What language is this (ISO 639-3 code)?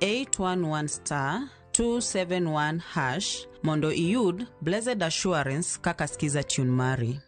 luo